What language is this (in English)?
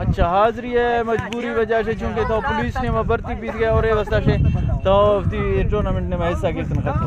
Eastern Balochi